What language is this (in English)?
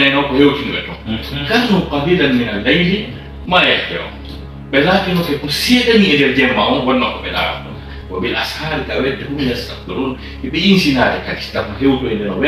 Fula